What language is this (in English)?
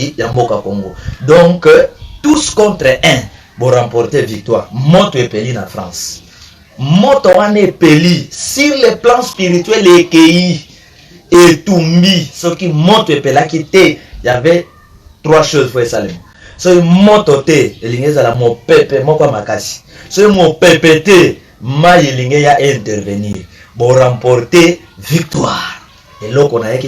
Lingala